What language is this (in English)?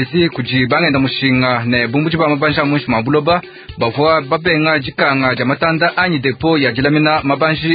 Luba-Lulua